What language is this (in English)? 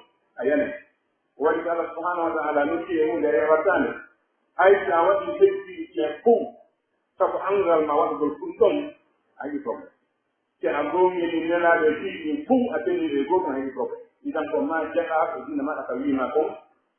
Pular